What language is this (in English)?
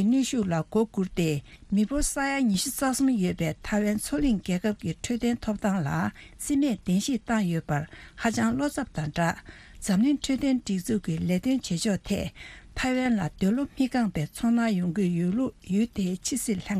Tibetan